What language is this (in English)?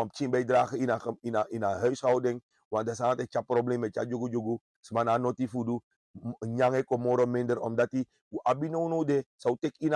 Sranan Tongo